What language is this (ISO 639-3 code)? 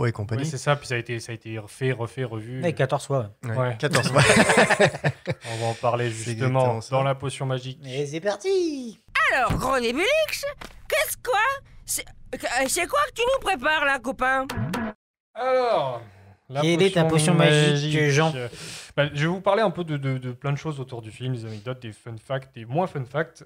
fra